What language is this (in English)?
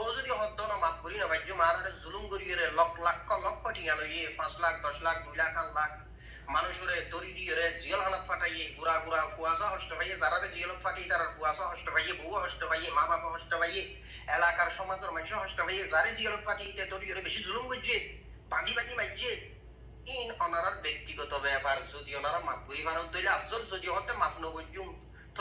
Rohingya